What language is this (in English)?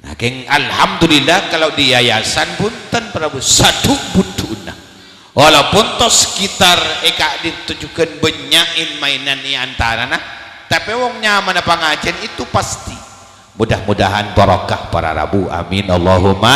Madurese